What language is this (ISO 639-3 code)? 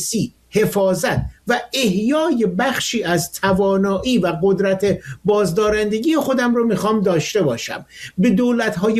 fas